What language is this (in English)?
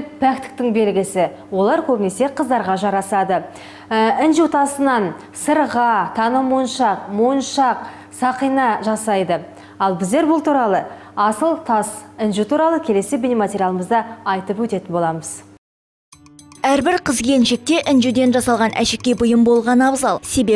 Kazakh